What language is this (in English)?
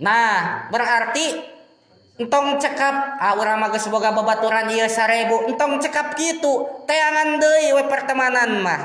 Sundanese